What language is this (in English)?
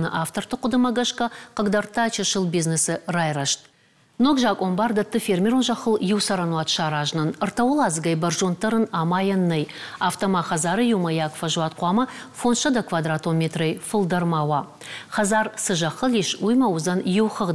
Ossetic